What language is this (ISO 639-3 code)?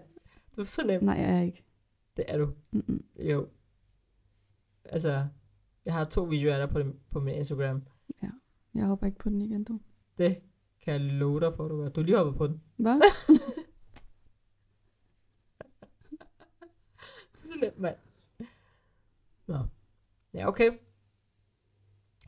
dan